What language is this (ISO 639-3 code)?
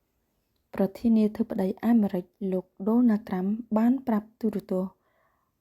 khm